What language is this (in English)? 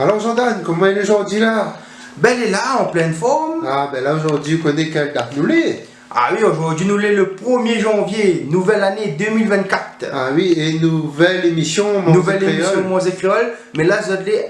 Réunion Creole French